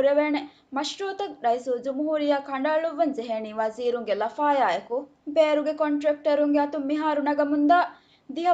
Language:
Divehi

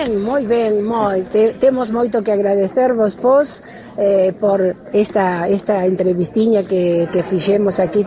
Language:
Galician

